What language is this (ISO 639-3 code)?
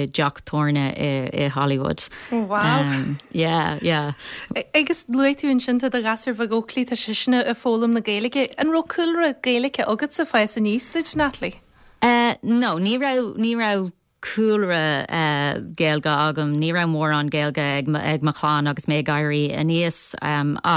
gle